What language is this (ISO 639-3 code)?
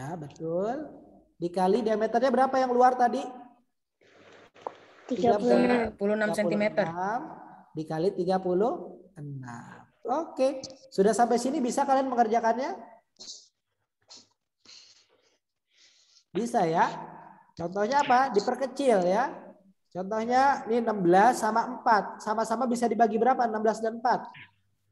ind